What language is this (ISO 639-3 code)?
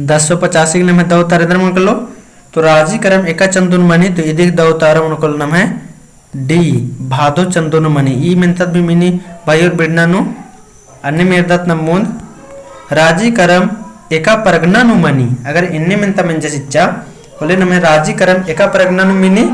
kru